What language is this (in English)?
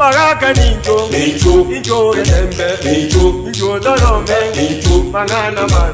Gusii